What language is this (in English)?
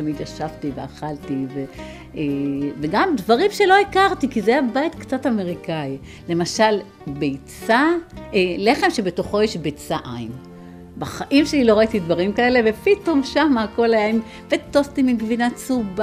Hebrew